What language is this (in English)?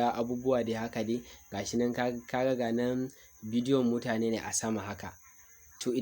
Hausa